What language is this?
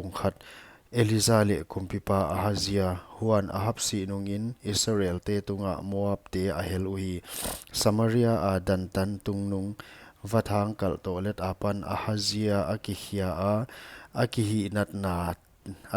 Paite Chin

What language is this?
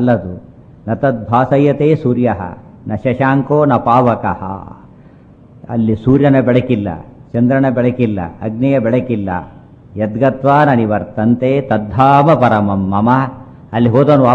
Kannada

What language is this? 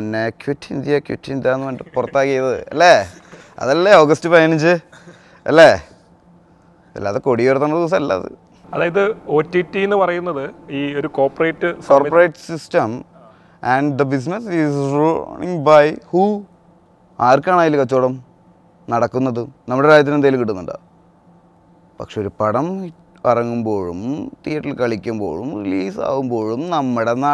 Malayalam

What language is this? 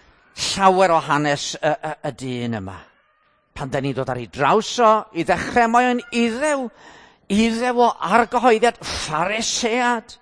Welsh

